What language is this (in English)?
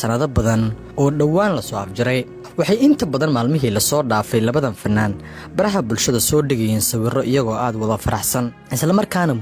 Somali